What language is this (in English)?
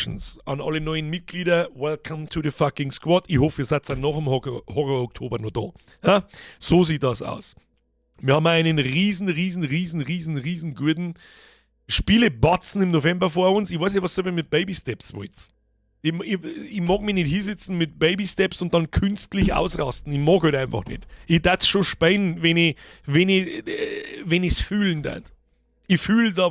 Bavarian